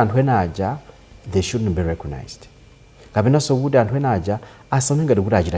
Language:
Nyanja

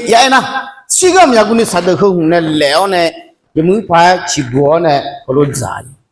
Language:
Akha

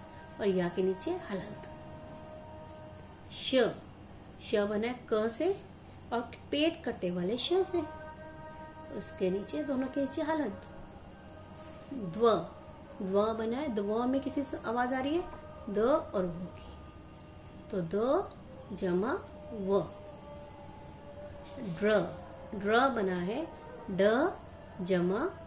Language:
Hindi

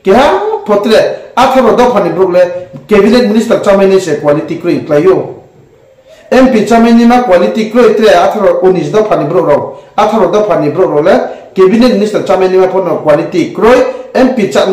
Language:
Riang (India)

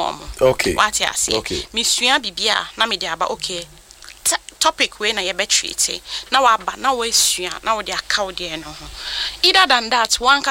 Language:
Akan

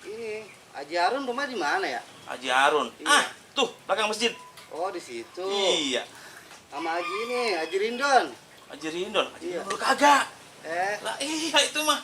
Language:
Betawi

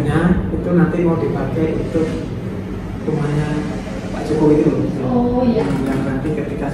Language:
Indonesian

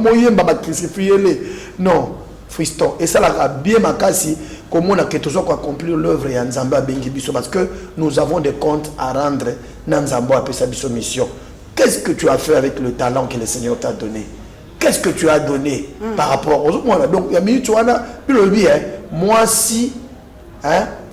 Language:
Lingala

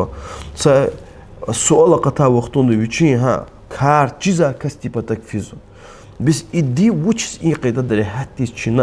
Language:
Lezghian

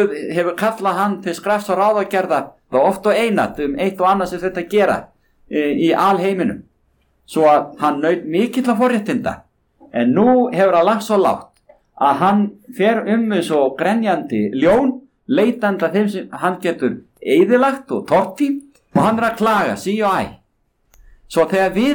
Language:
Icelandic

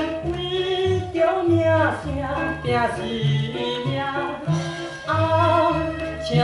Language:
Min Nan Chinese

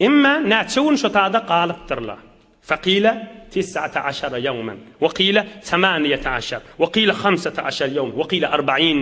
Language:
Turkmen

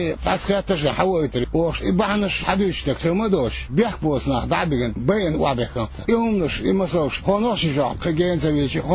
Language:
Chechen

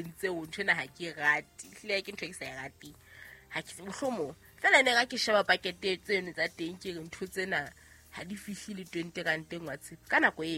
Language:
Southern Sotho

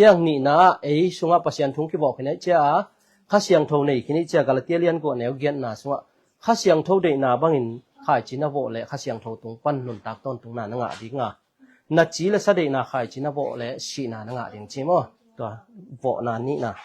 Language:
Tedim Chin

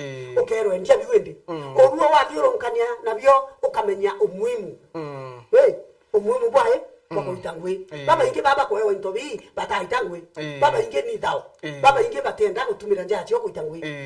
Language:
Meru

